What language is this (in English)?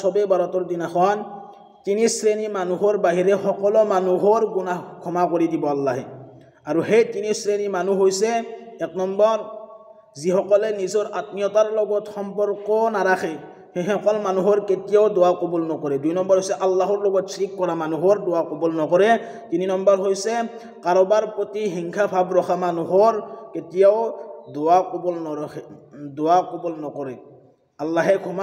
Assamese